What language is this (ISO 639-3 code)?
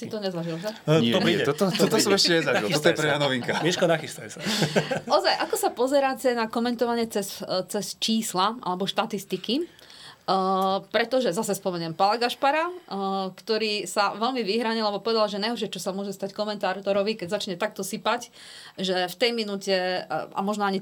slk